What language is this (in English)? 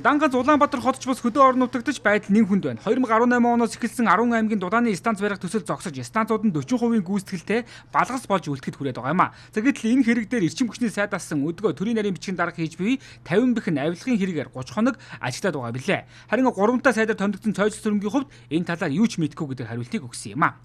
Mongolian